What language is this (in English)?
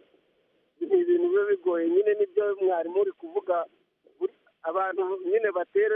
Kinyarwanda